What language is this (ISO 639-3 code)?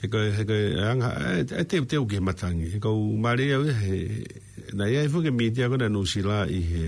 ton